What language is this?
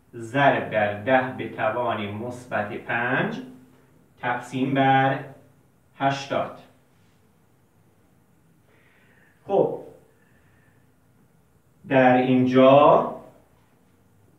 Persian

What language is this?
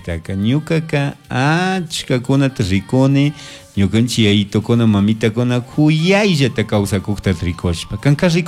Chimborazo Highland Quichua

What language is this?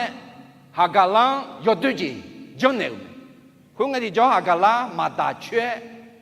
Akha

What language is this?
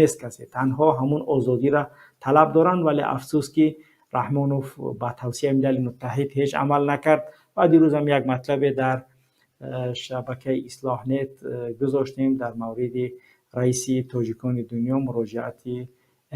Tajik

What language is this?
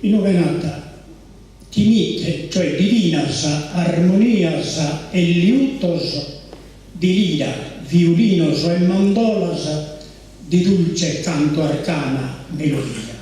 Sardinian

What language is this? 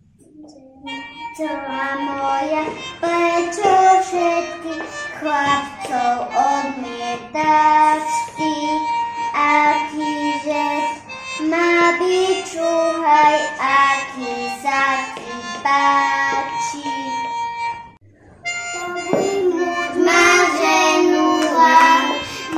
Slovak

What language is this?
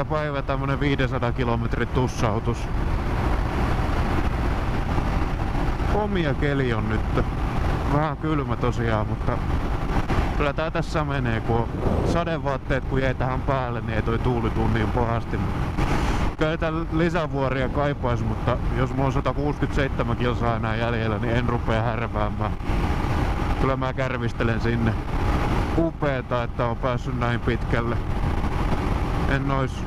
Finnish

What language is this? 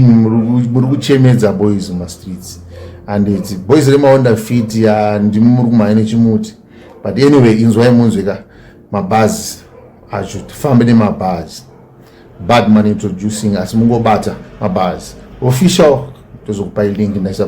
Shona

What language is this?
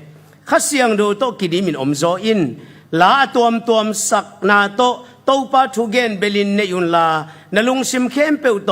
Tedim Chin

